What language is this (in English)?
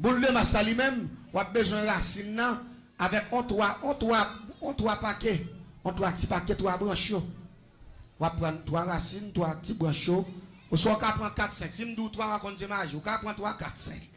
Haitian Creole